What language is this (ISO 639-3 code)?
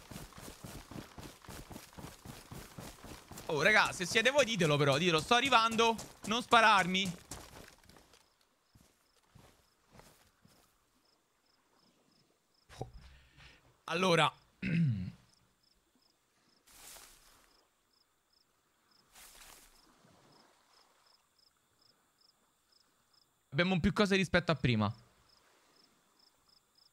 ita